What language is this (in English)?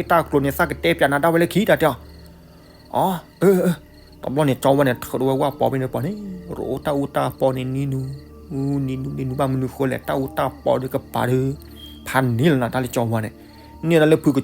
S'gaw Karen